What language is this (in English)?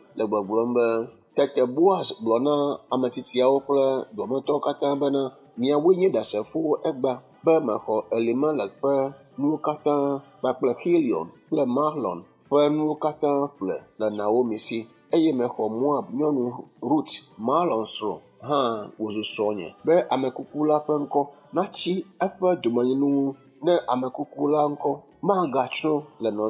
Ewe